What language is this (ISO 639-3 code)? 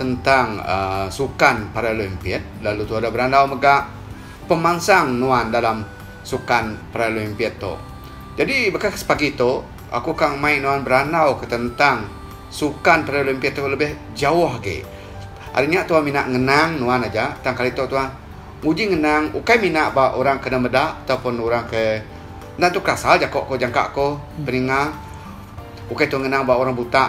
iba